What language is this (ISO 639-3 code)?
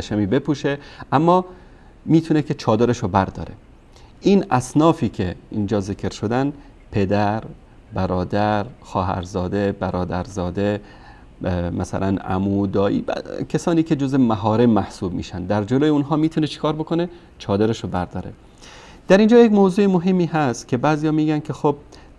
fas